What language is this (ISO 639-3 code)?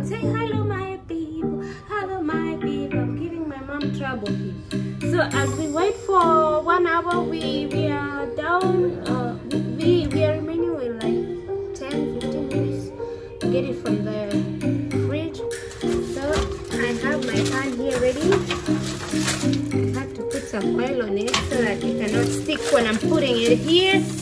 eng